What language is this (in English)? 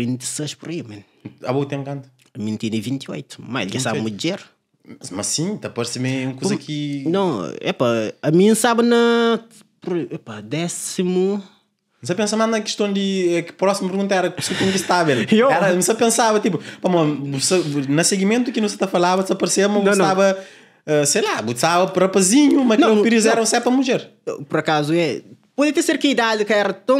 Kabuverdianu